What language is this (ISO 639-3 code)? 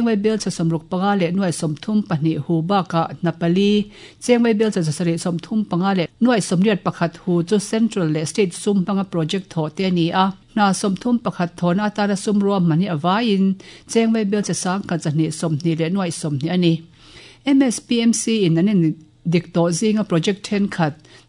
lus